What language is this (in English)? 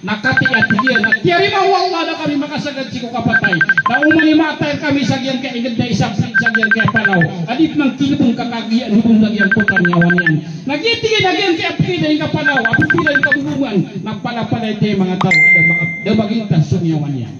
Maranao